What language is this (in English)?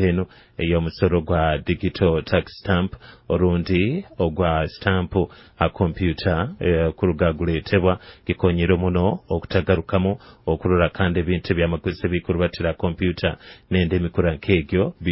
Nyoro